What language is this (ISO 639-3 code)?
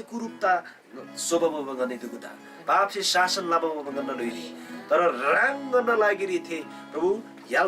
taj